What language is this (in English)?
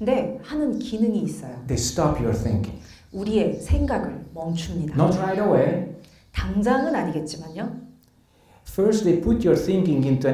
Korean